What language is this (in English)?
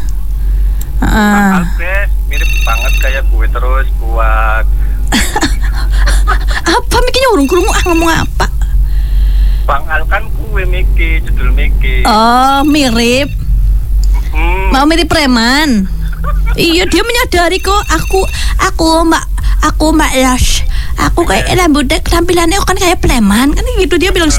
Indonesian